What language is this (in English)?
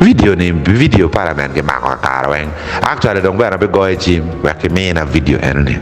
Acoli